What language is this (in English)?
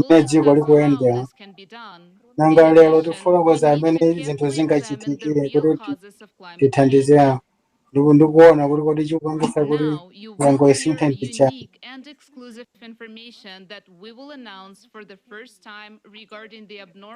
Nyanja